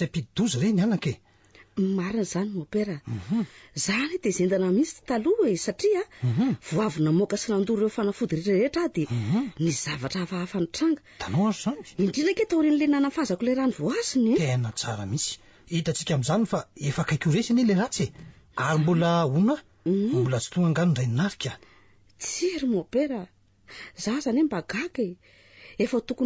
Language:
Malagasy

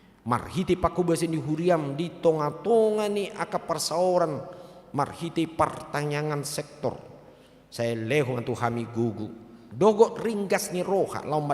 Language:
Batak Toba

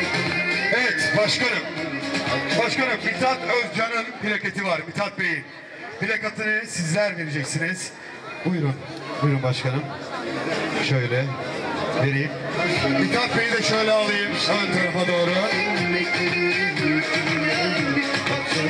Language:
Turkish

